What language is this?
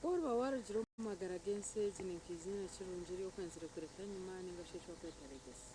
Nyankole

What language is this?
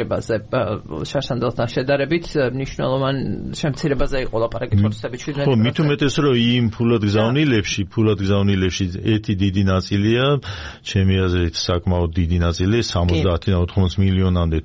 Georgian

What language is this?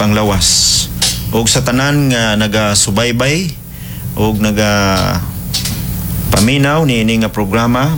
Cebuano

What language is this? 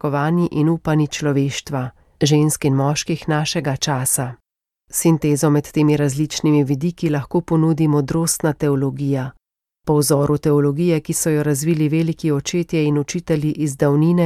Slovenian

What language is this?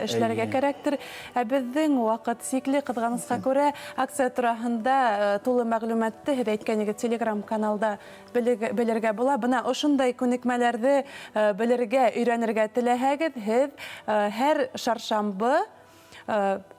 Bashkir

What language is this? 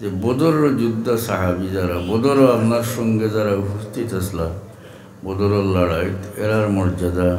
Sylheti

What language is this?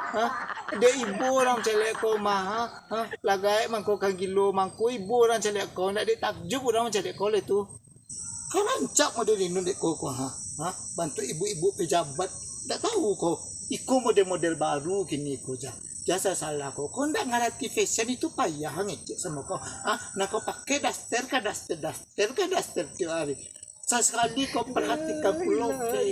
Minangkabau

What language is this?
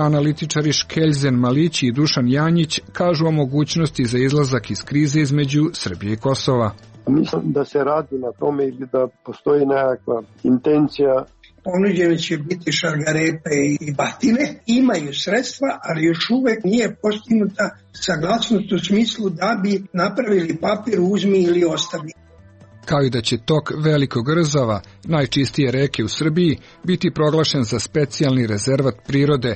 Serbian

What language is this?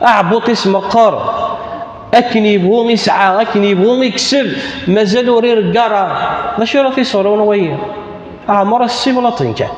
Kabyle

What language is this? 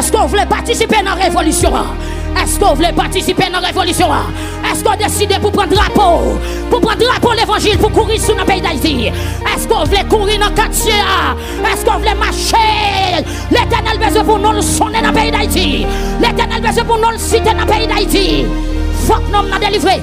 Haitian Creole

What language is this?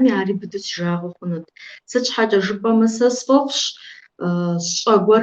Kabardian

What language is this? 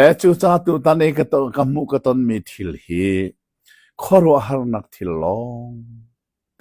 Hakha Chin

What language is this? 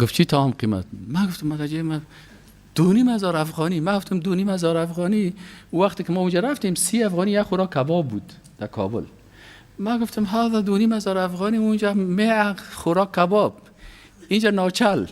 Persian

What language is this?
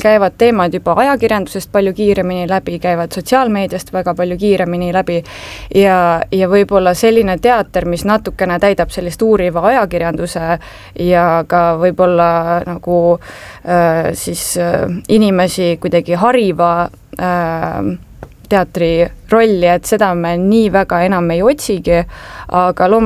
Estonian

